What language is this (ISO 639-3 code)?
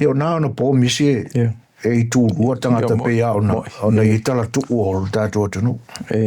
smo